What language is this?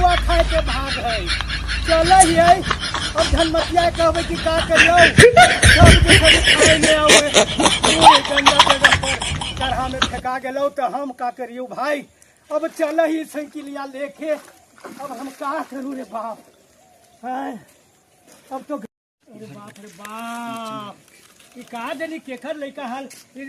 Magahi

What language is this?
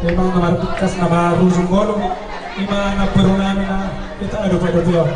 Batak Toba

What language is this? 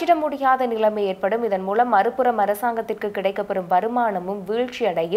Tamil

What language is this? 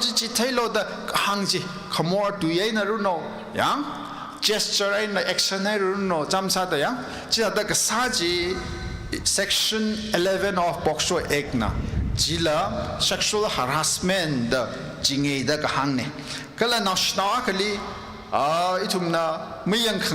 Tangkhul Naga (India)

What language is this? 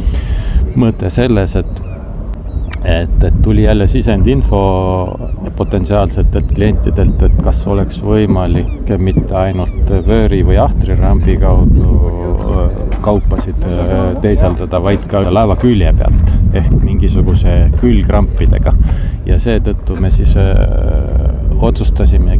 Estonian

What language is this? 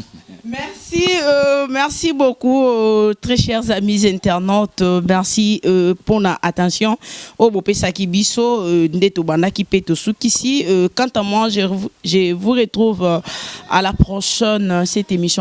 Lingala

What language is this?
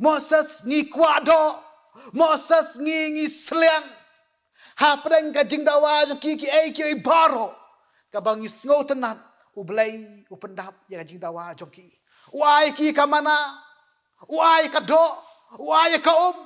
Khasi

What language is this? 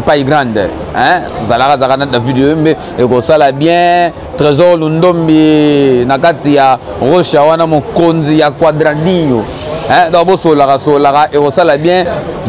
Lingala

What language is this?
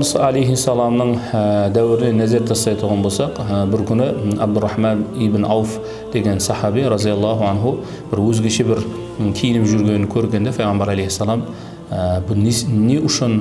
Kara-Kalpak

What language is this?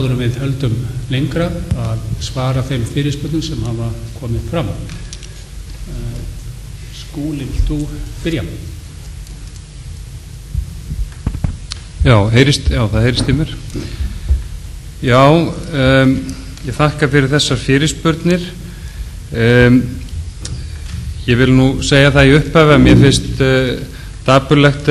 Icelandic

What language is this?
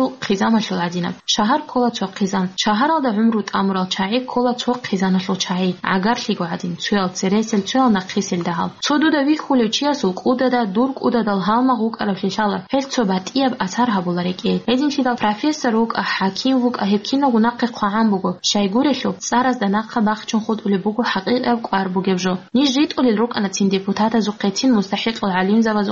Avaric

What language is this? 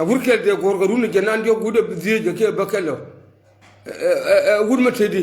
Nuer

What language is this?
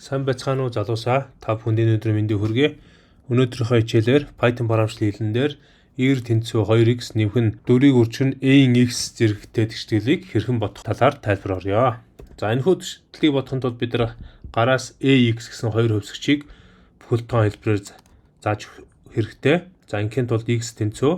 Mongolian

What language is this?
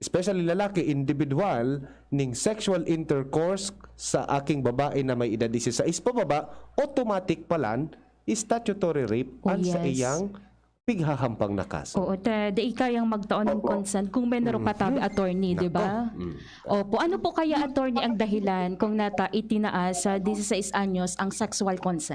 Bikol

